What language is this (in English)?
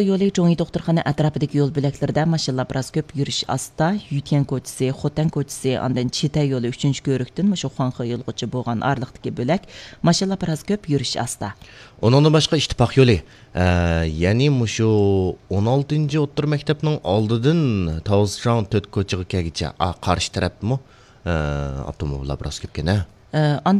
Uyghur